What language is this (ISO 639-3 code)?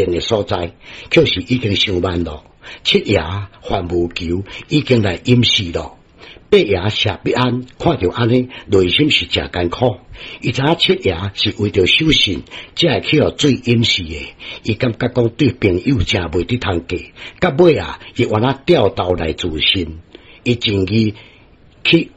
nan